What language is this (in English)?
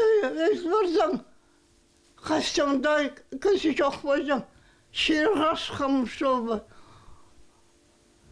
Khakas